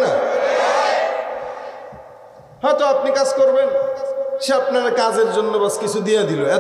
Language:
Bangla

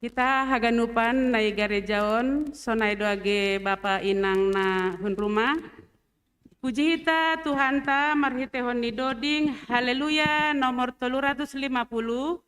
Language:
Batak Simalungun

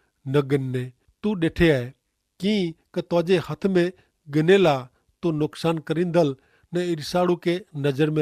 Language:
Kachhi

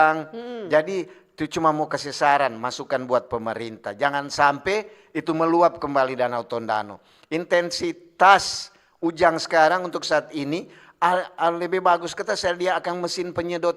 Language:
Manado Malay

